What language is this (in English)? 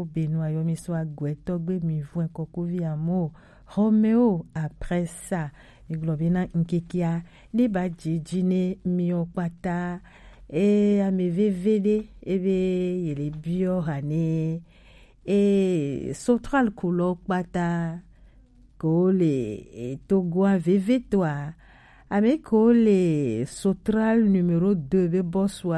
Gen